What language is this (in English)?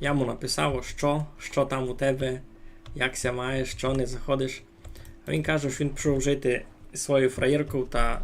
Rusyn